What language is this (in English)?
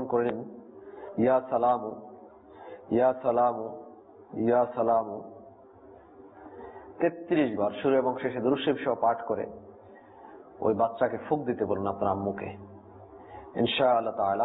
Bangla